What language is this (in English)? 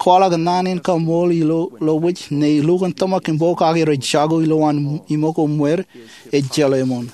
Marshallese